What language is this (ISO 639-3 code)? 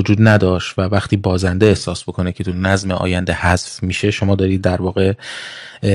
fas